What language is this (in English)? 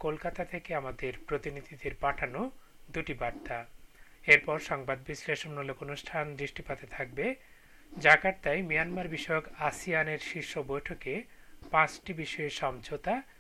Bangla